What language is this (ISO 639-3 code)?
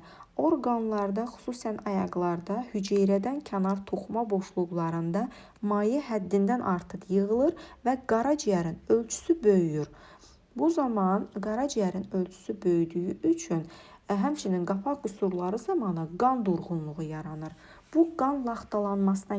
aze